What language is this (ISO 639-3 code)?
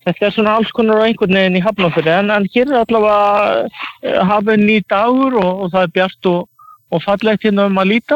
isl